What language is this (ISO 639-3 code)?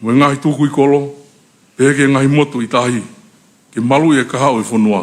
ton